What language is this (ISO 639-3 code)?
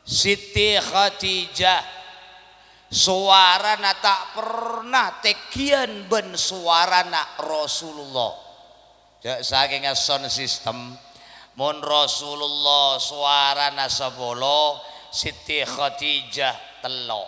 mad